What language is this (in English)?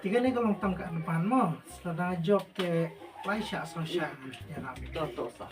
Khasi